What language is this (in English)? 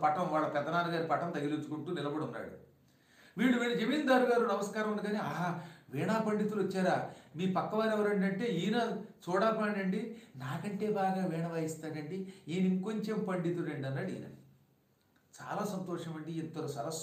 Telugu